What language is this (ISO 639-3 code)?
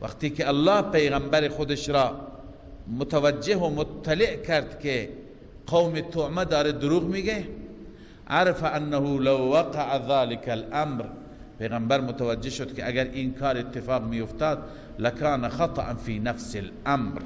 fas